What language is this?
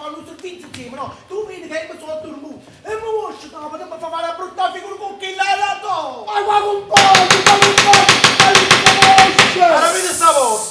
Neapolitan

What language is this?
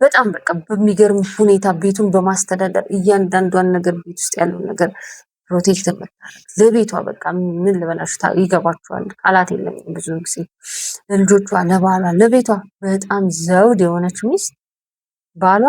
Amharic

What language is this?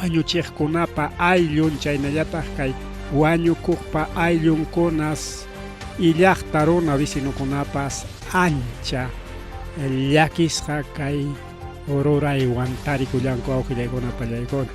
Ayacucho Quechua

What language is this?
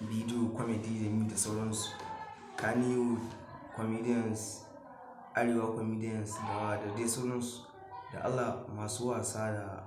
Hausa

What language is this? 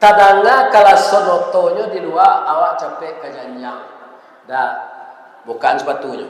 Minangkabau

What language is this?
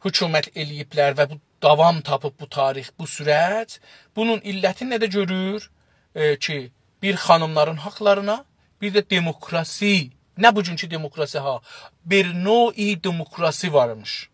South Azerbaijani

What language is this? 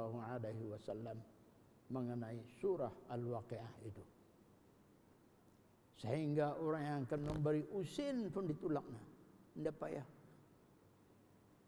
Malay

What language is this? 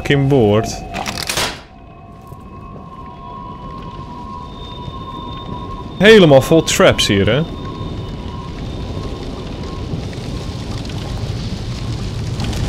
Dutch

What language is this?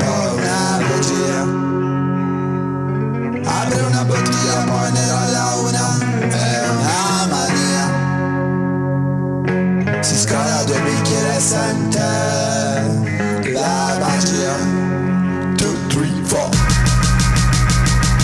Italian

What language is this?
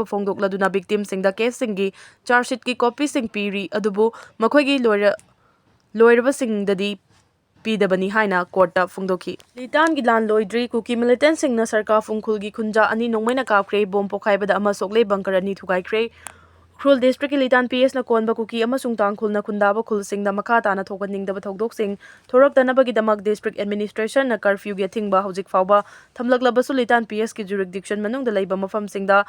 Manipuri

